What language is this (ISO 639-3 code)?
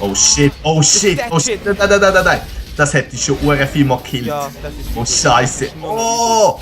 gsw